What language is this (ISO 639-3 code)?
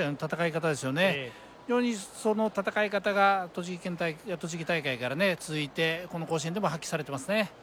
jpn